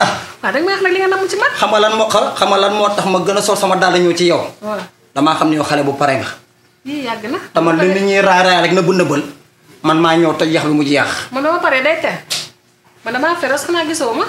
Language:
Wolof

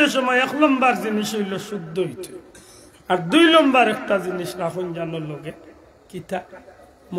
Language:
Sylheti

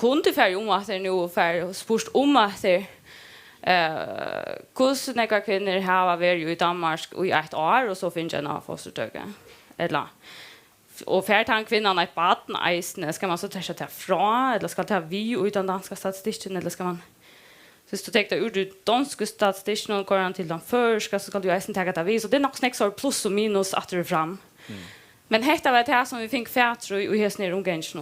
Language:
Faroese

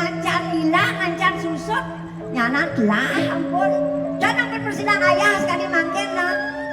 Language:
Balinese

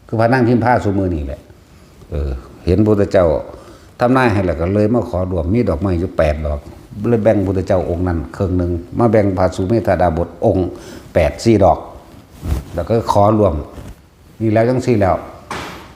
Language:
Northeastern Thai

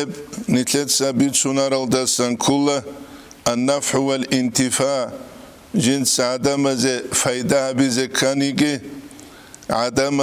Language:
Avaric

